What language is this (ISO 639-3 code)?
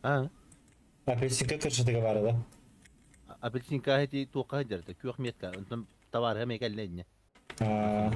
sah